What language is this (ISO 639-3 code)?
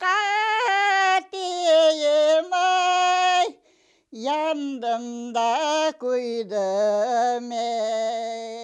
crh